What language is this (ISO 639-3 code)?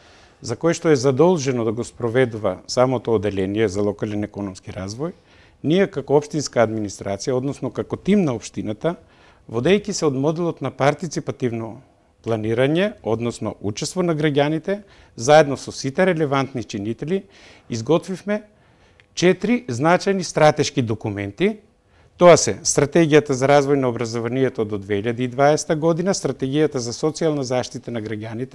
mkd